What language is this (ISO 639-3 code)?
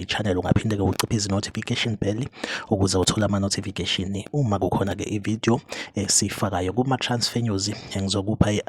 zul